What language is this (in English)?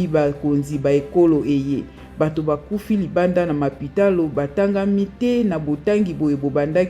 Lingala